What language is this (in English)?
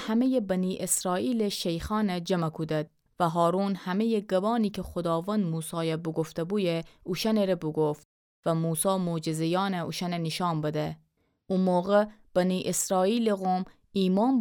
Gilaki